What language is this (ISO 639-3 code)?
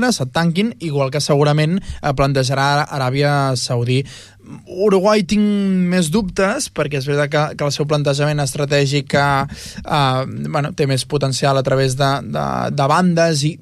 cat